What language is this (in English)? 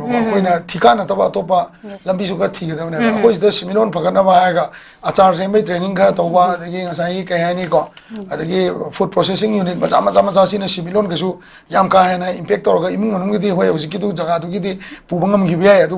Manipuri